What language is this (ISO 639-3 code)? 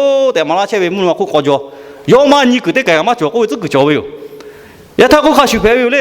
lhu